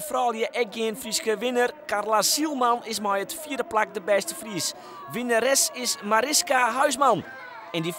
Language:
Western Frisian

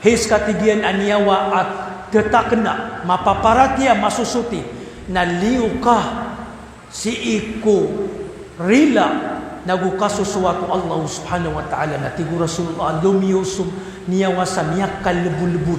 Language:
Maranao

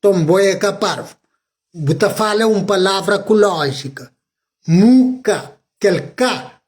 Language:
Kabuverdianu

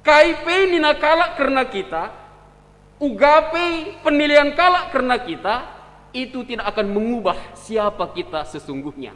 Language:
Batak Karo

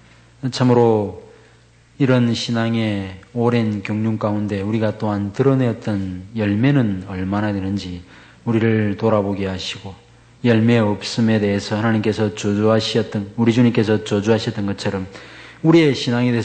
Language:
Korean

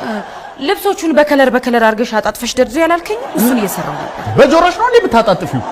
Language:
Amharic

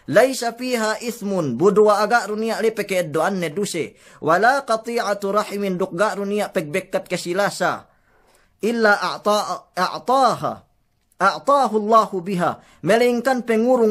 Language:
Yakan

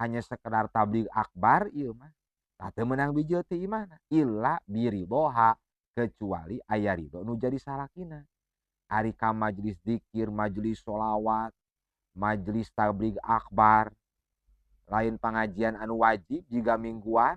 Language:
Sundanese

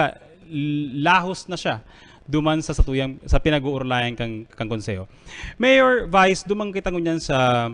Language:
Bikol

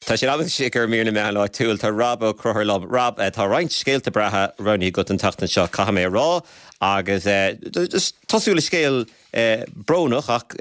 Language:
Irish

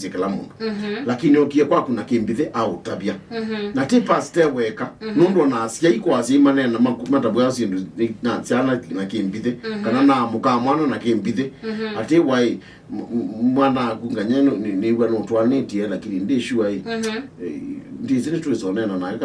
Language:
Kamba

